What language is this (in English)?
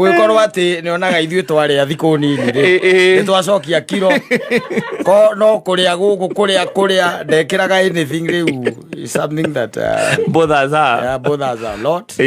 Kikuyu